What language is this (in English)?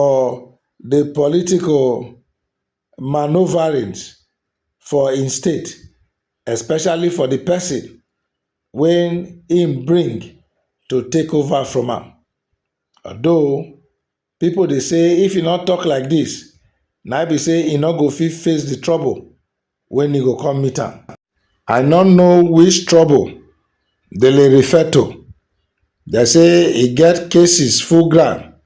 Nigerian Pidgin